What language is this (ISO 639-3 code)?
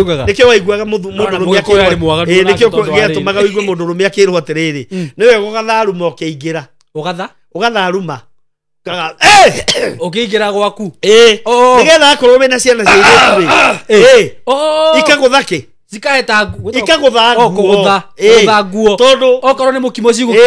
kik